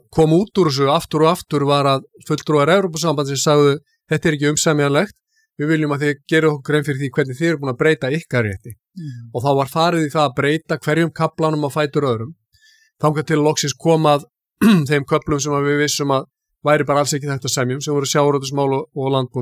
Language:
Icelandic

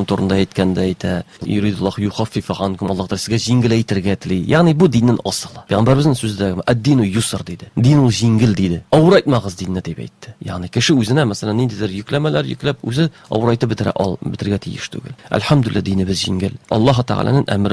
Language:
Tatar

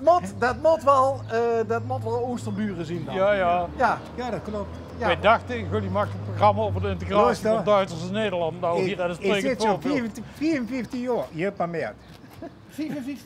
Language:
Limburgish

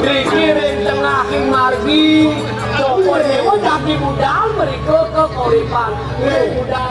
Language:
Balinese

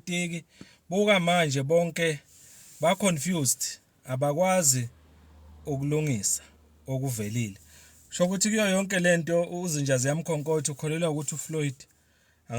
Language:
Zulu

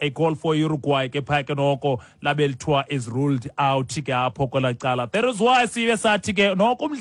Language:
Xhosa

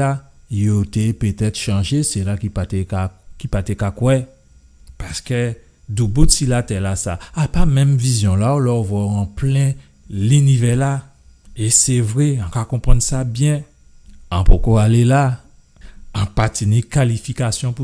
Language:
Guadeloupean Creole French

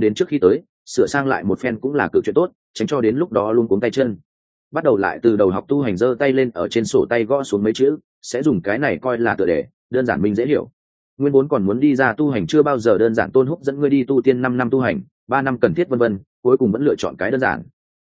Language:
Vietnamese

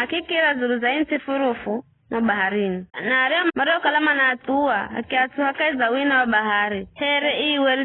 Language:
Giryama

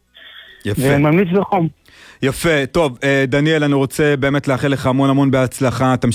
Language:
Hebrew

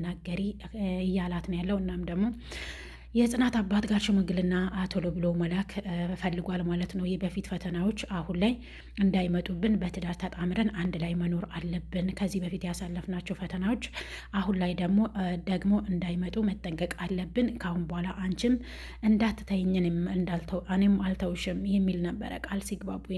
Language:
Amharic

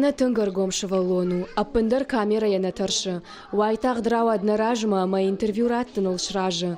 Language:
Ossetic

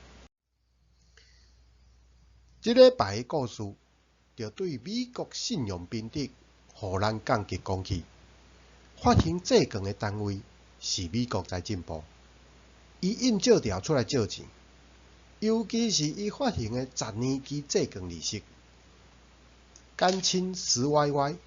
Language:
Min Nan Chinese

